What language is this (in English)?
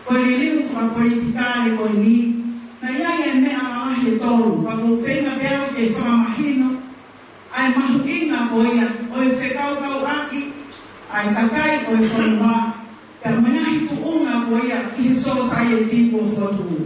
Tongan